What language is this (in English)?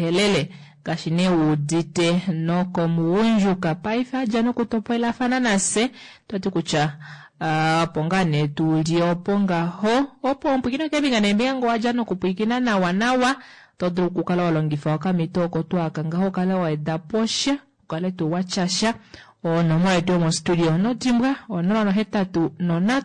Kuanyama